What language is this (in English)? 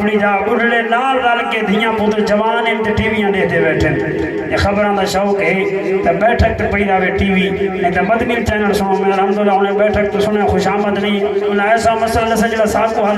Saraiki